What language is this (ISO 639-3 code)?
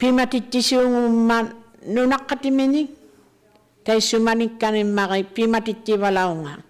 iku